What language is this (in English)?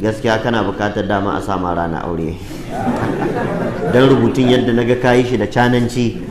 Hausa